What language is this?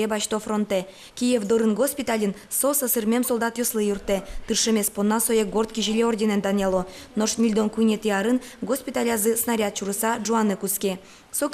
Udmurt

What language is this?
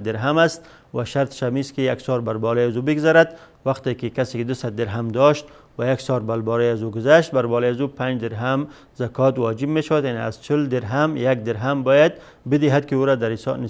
Persian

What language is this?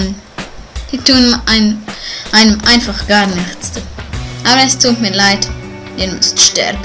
Swiss German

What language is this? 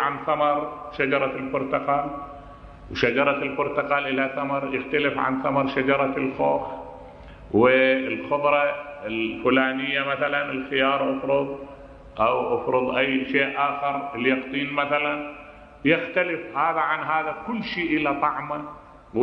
Mesopotamian Arabic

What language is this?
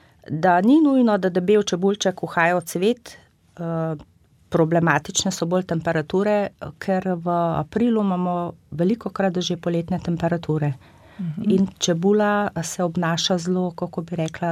Slovenian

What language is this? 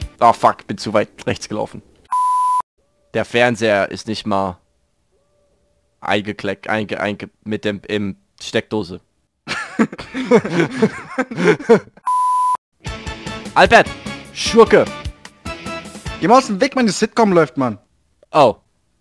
German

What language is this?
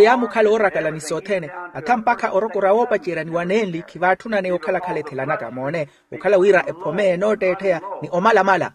Makhuwa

